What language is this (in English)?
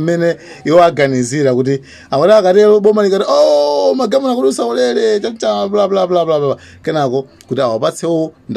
Nyanja